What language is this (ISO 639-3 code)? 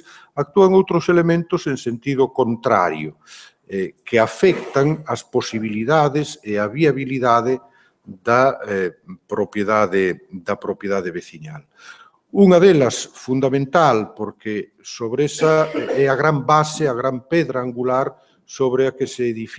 glg